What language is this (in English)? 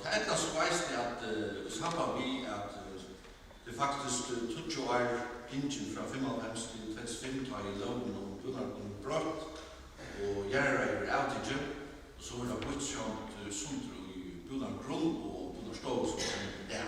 Faroese